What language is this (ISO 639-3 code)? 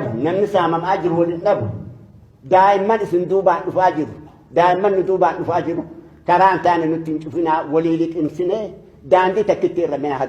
orm